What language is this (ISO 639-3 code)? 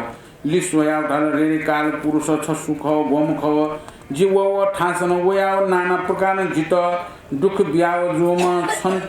new